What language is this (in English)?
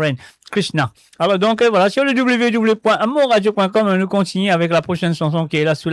Morisyen